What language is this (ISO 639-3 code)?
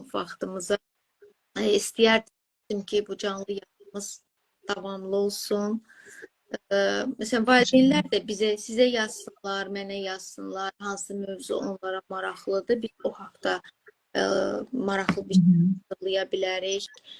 aze